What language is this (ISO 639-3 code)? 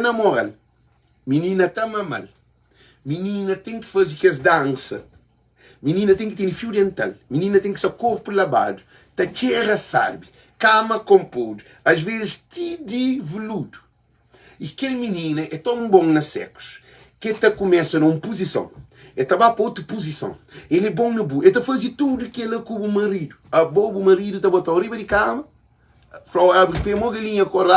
kea